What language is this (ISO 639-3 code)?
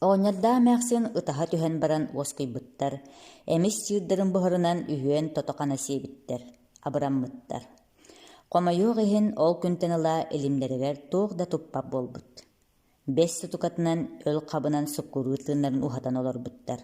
sah